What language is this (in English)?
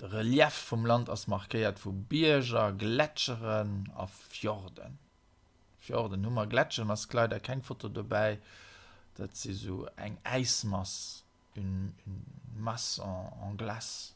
Luxembourgish